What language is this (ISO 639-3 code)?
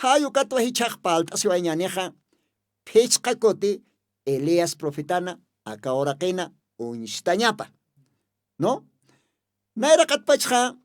aym